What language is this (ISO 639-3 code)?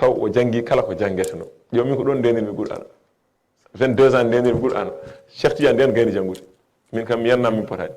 ful